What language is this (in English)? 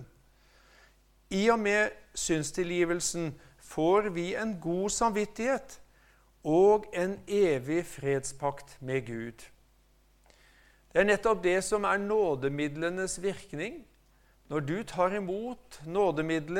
Norwegian